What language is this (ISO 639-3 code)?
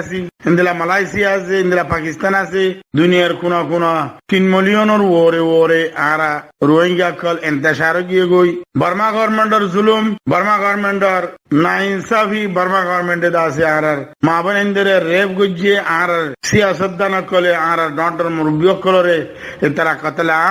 rhg